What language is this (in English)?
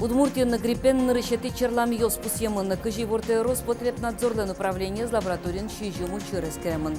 Udmurt